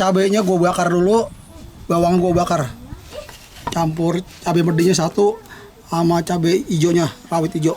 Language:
Betawi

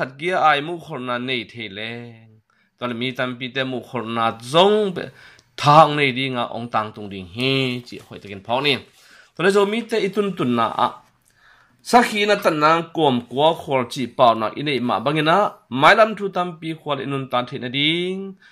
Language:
Tedim Chin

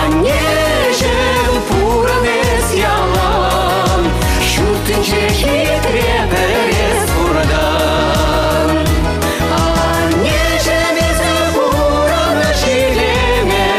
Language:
Chuvash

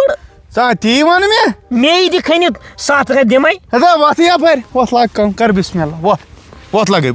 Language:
Kashmiri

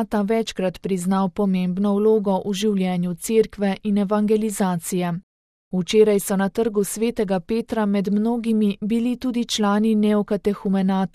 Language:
Slovenian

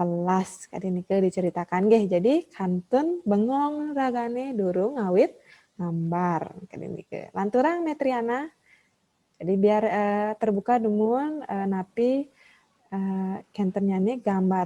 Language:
Balinese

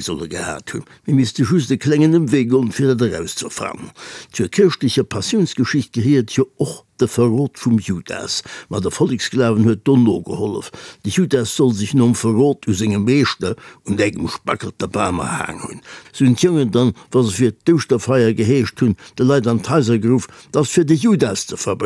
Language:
Luxembourgish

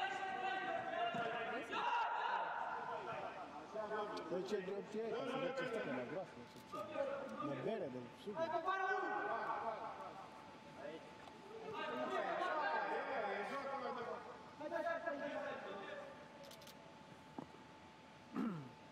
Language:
Romanian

